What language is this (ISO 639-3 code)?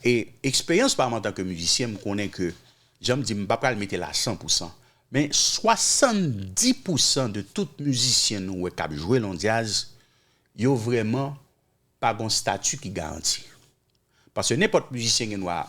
hat